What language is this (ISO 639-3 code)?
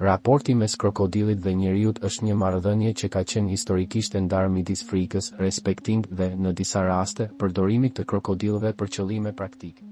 sqi